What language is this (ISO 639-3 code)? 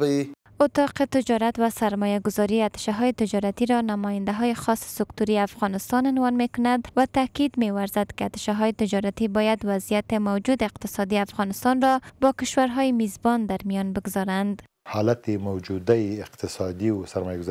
fas